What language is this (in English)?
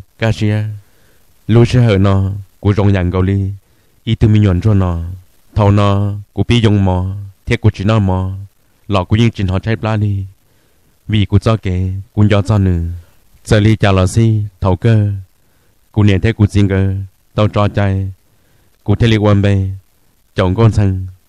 Hmong